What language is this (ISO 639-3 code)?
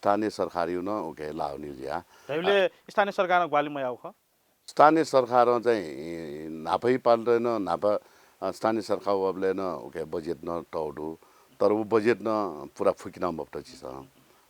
new